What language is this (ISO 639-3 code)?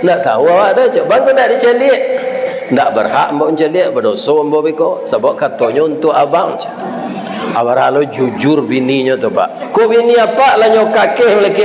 min